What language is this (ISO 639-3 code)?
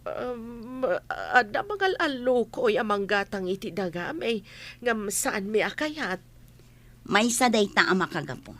ilo